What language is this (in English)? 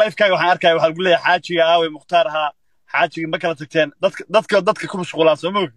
Somali